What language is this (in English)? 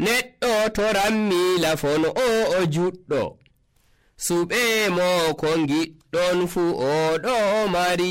Nigerian Fulfulde